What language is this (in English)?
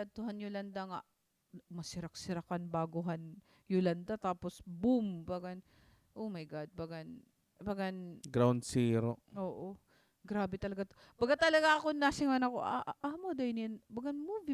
Waray